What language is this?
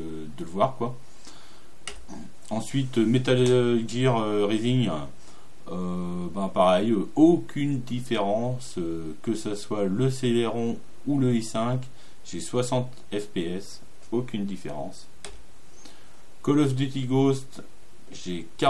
French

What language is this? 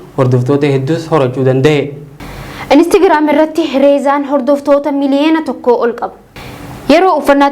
Oromo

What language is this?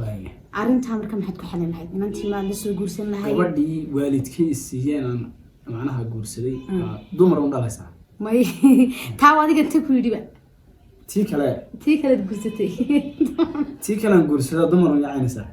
Somali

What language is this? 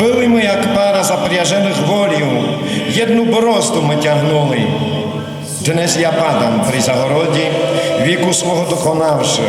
Rusyn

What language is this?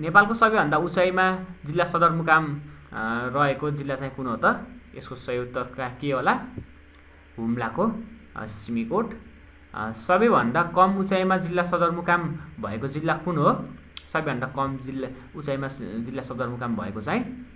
Nepali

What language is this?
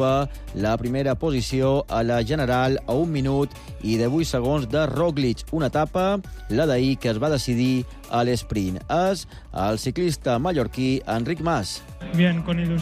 Catalan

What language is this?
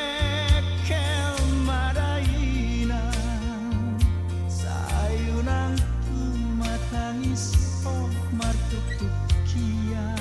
Batak Toba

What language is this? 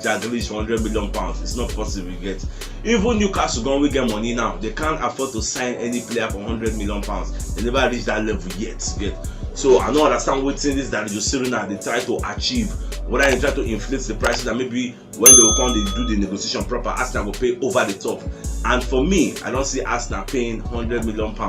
Nigerian Pidgin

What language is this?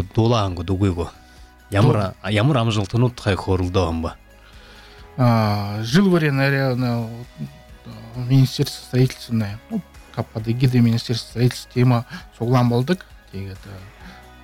Buriat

